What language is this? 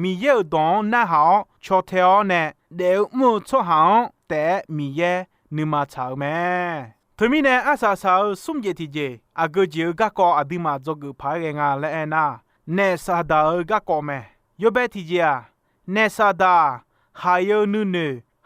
Akha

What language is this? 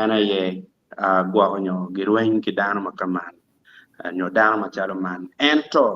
Acoli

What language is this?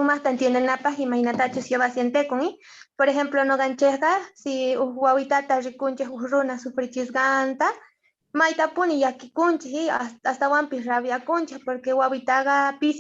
Quechua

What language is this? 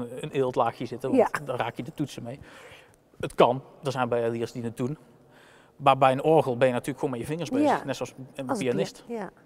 Dutch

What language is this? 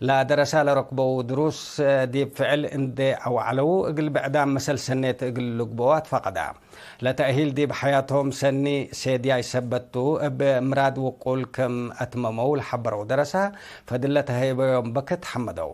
Tigre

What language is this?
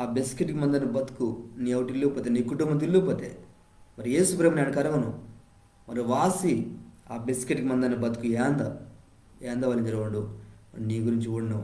Koya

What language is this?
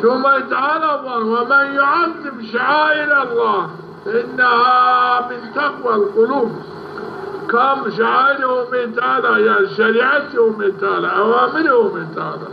Zaza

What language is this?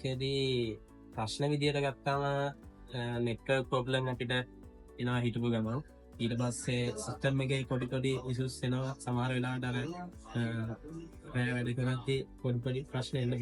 Sinhala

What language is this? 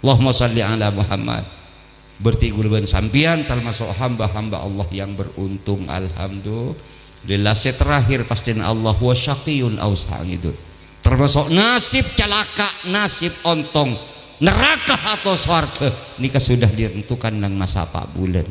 Madurese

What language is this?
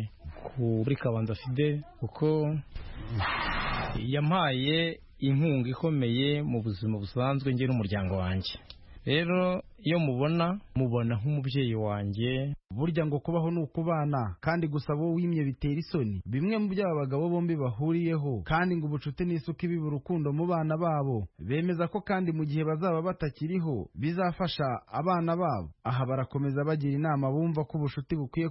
Kinyarwanda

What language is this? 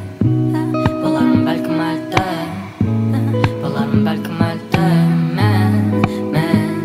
Kazakh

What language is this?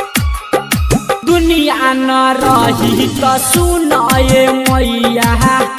Bhojpuri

